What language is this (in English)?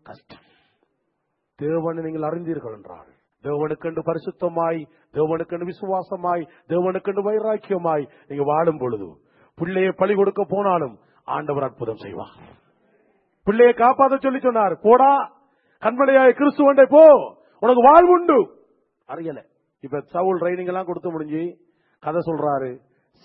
Tamil